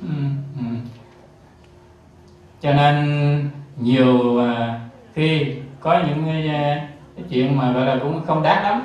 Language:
Vietnamese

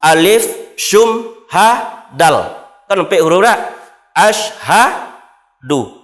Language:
Minangkabau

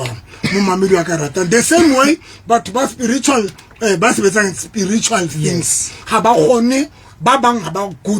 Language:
Southern Sotho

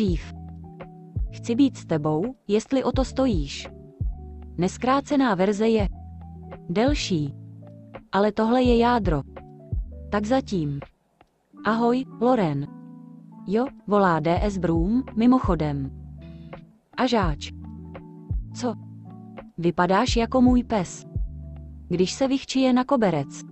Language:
Czech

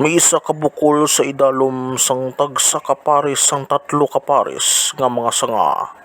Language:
Hiligaynon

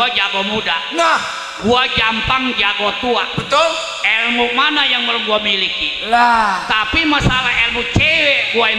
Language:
Betawi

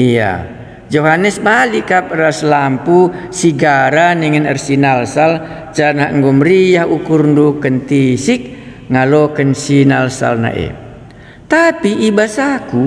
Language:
Batak Karo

